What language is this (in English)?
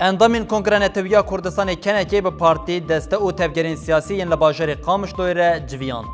Kurdish